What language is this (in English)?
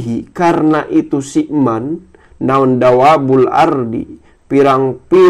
Sundanese